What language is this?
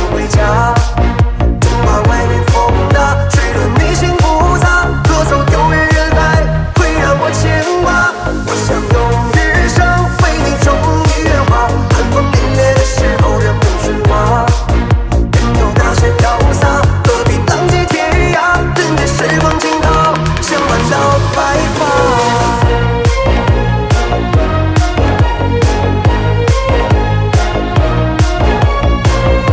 Chinese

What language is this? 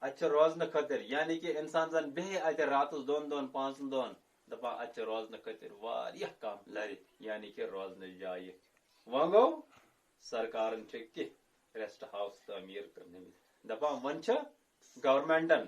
Kashmiri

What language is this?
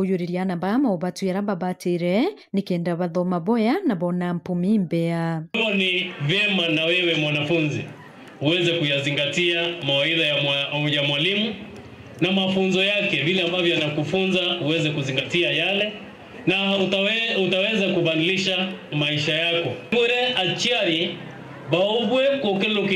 Meru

